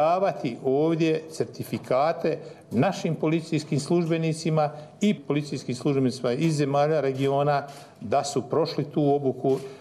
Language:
Bosnian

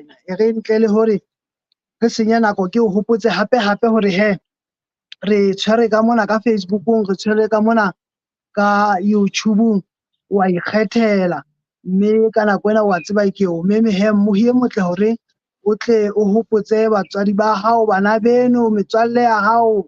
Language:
Southern Sotho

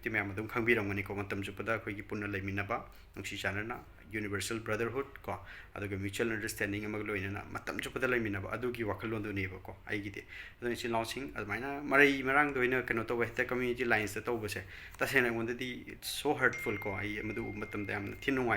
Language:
Manipuri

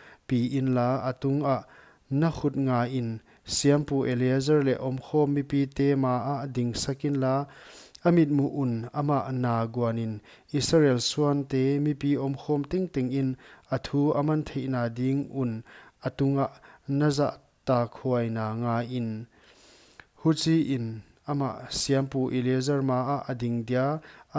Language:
Paite Chin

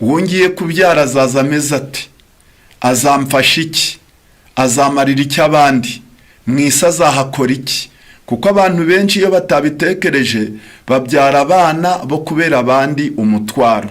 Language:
Kinyarwanda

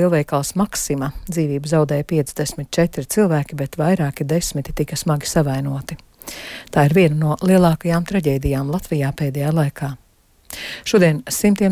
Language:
Latvian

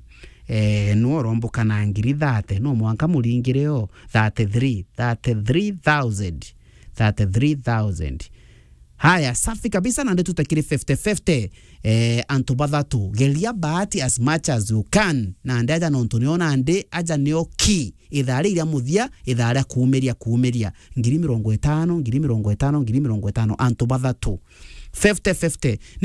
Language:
Meru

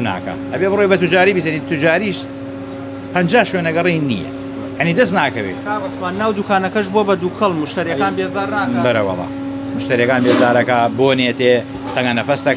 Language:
Central Kurdish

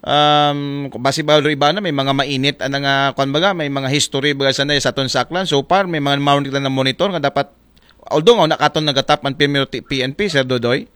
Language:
Aklanon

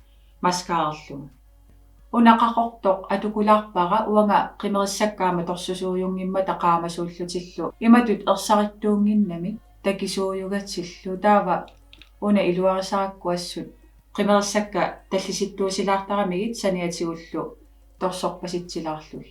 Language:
Kalaallisut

